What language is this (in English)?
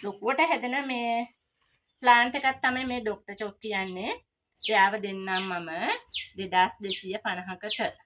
Sinhala